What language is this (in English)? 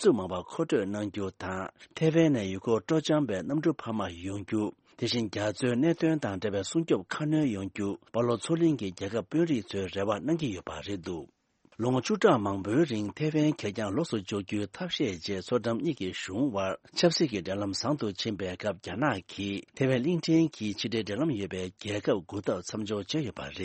Tibetan